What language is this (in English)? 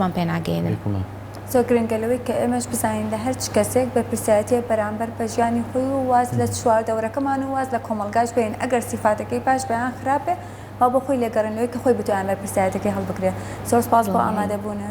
Central Kurdish